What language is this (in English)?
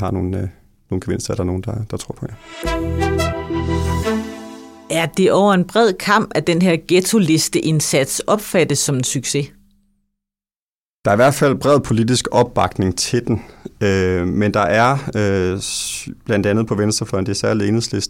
Danish